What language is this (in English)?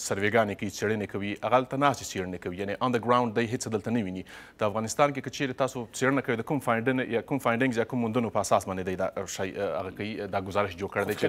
Pashto